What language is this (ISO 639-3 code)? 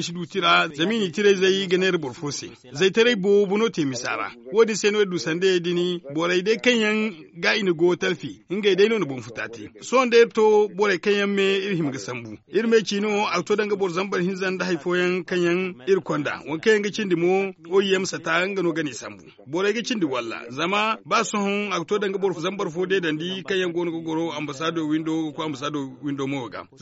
dje